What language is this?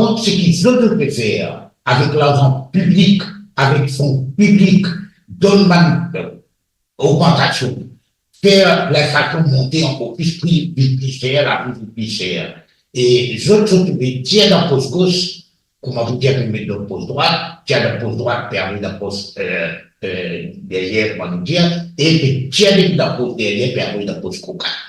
Morisyen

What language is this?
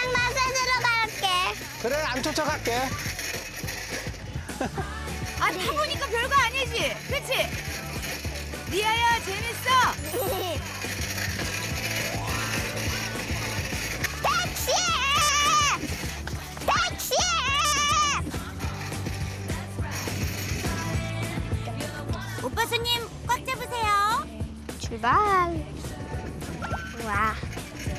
Korean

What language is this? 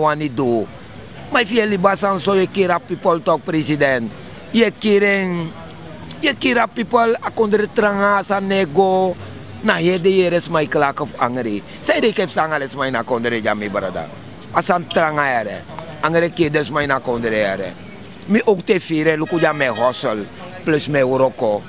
Sranan Tongo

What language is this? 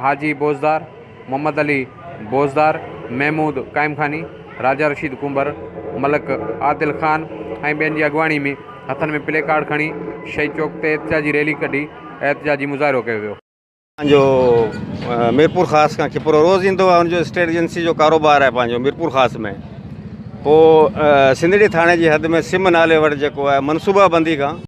Sindhi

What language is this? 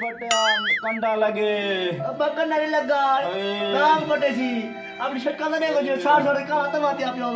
Saraiki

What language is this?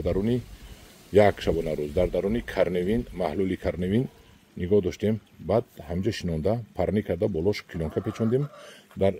Tajik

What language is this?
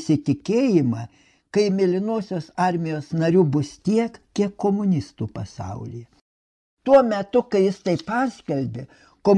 Lithuanian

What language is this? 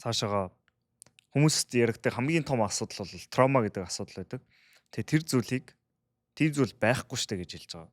Mongolian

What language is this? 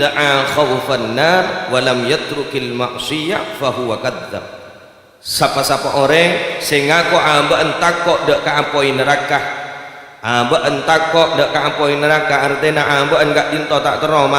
Madurese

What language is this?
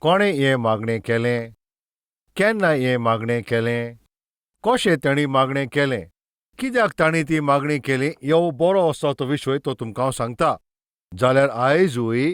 Konkani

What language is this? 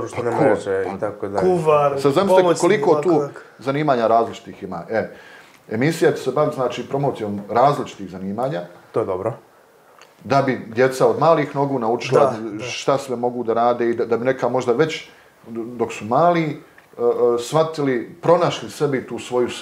Bosnian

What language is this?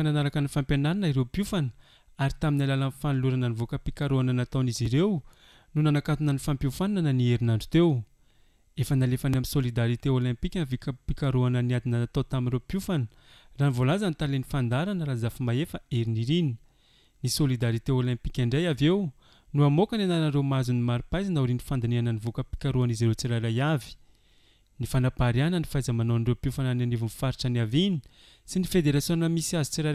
Malagasy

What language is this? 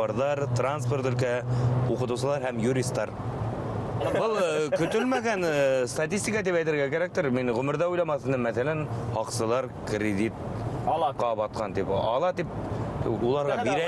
Bashkir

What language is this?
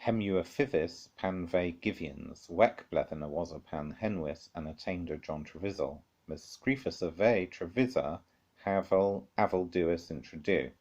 Cornish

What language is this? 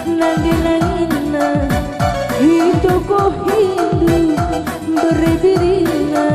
Batak Karo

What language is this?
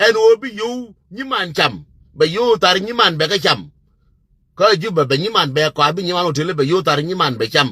Nuer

